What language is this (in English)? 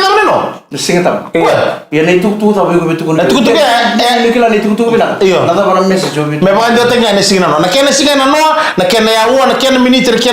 Fijian